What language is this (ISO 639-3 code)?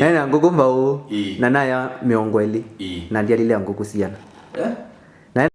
kam